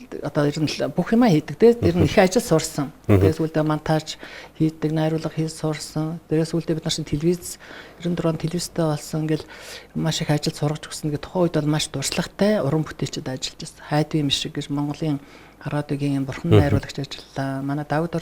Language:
Mongolian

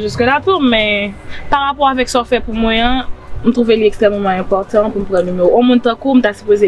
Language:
Haitian Creole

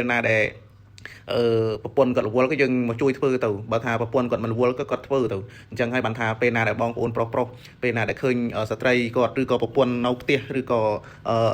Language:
Khmer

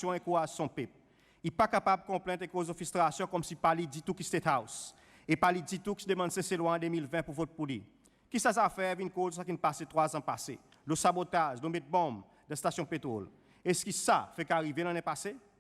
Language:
Seselwa Creole French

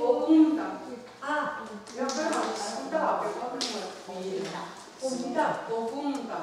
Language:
Mohawk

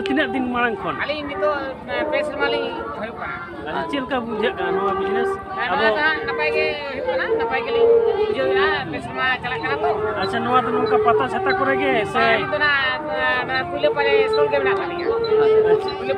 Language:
Santali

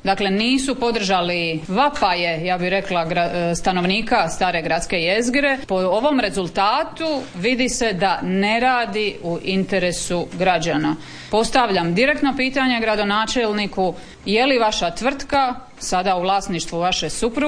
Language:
Croatian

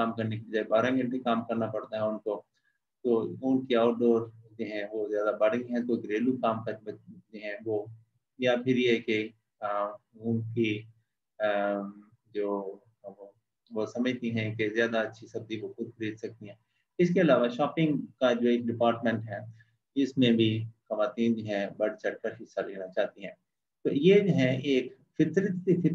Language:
Urdu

